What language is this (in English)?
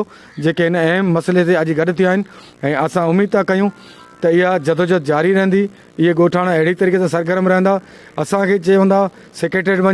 Sindhi